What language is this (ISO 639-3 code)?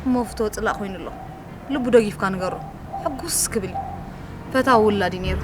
tir